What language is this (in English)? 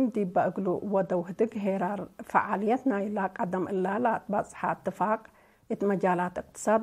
Tigre